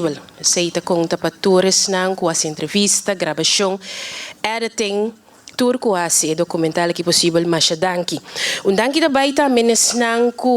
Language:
Papiamento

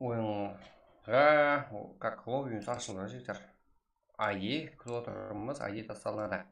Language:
Kara-Kalpak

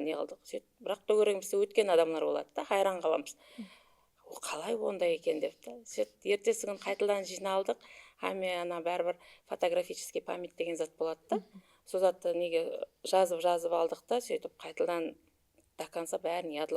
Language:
Kara-Kalpak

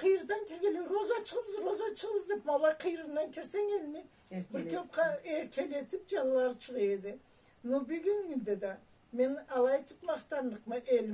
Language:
Karachay-Balkar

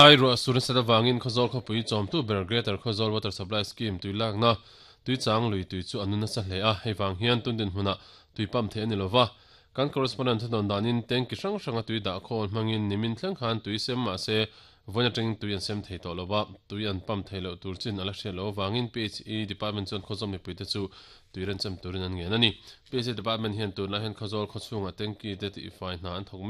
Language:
Mizo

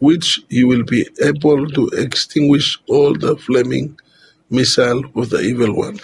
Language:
Bislama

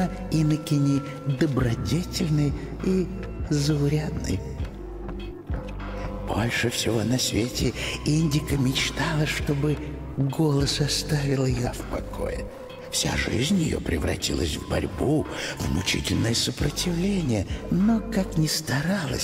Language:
Russian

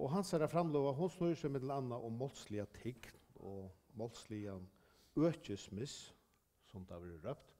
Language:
Faroese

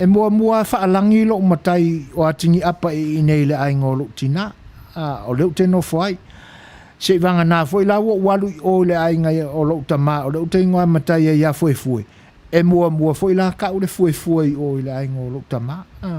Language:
Samoan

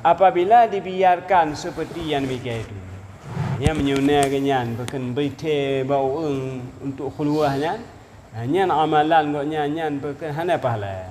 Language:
Achinese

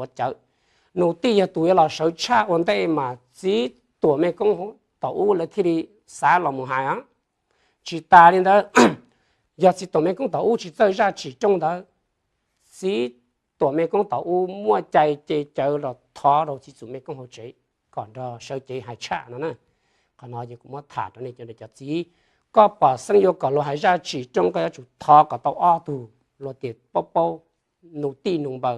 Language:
Hmong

